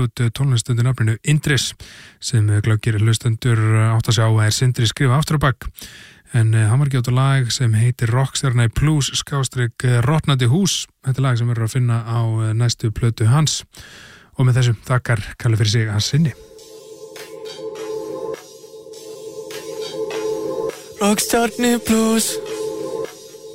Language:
Icelandic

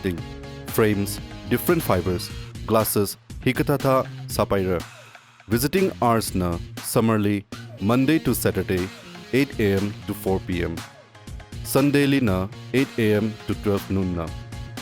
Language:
Tangkhul Naga (India)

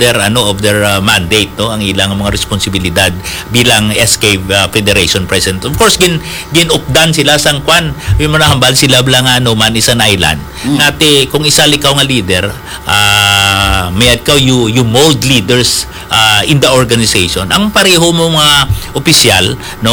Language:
Hiligaynon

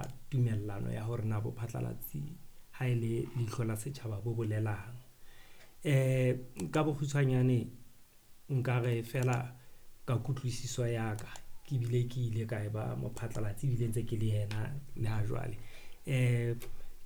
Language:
Southern Sotho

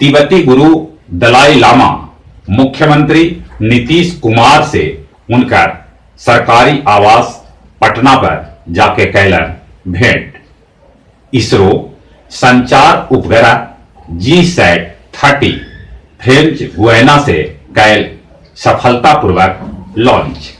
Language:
Magahi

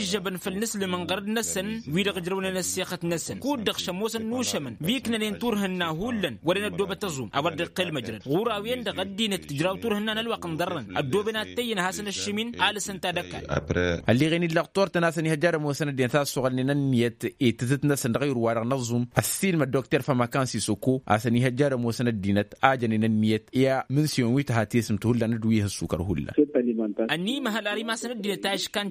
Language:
Tamasheq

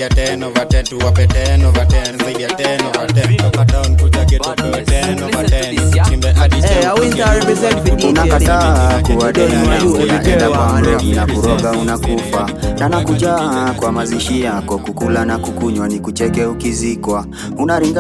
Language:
Swahili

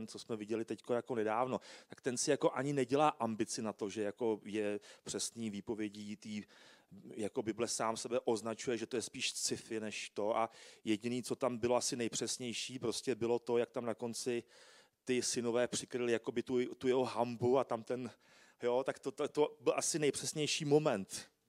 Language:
Czech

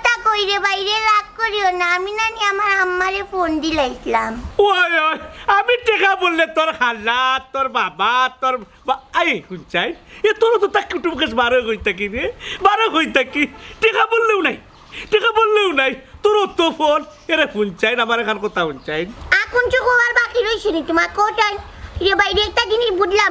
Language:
Sylheti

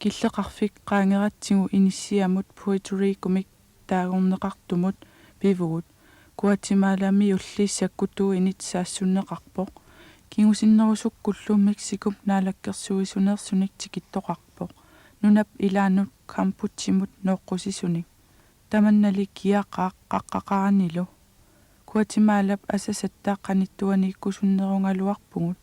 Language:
Kalaallisut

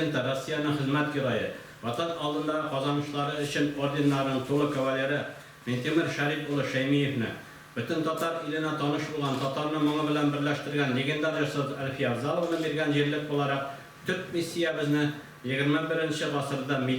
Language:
Tatar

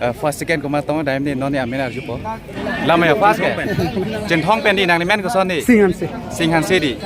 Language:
Karbi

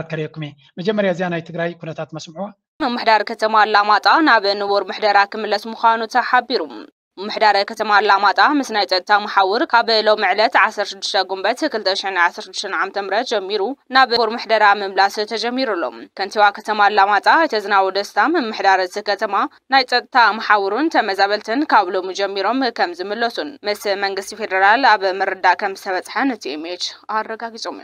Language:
Tigrinya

